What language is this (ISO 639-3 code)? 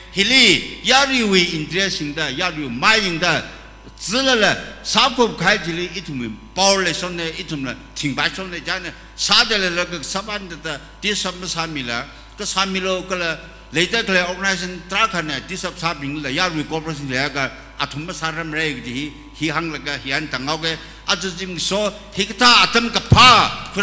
nmf